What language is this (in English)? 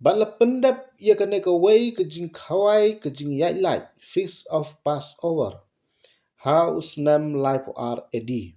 Khasi